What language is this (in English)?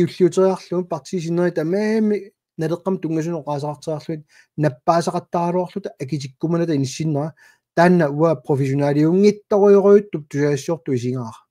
Kalaallisut